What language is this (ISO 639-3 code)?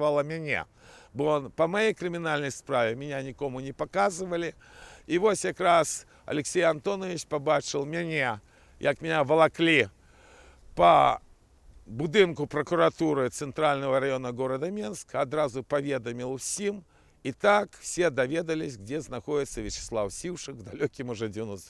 bel